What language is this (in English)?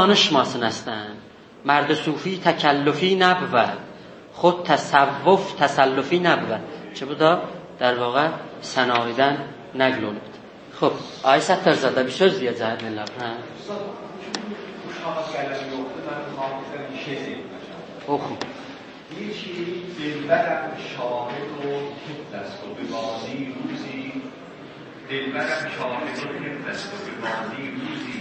South Azerbaijani